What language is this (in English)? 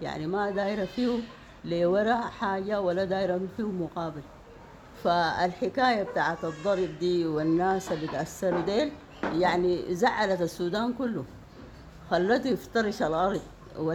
Sudanese Arabic